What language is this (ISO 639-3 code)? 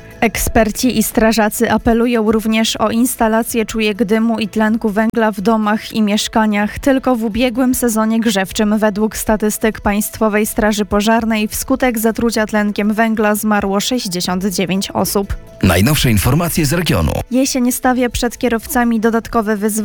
pol